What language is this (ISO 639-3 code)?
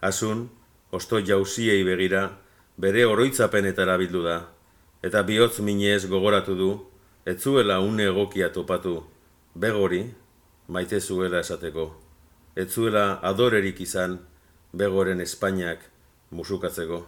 eus